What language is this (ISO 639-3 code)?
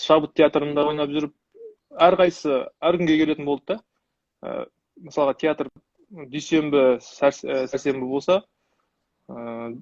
kaz